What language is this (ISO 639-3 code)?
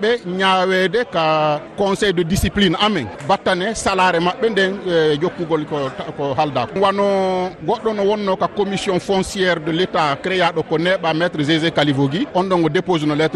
ful